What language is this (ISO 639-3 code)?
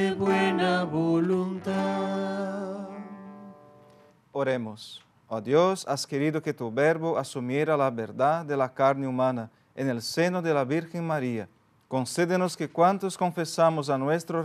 spa